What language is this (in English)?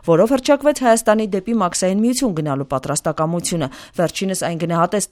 Armenian